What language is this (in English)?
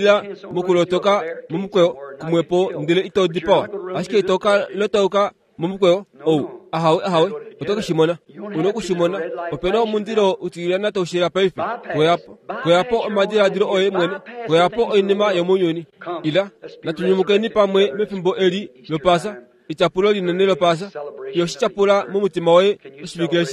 Kuanyama